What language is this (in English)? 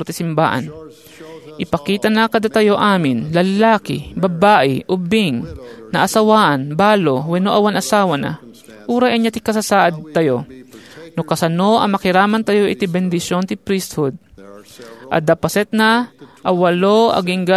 Iloko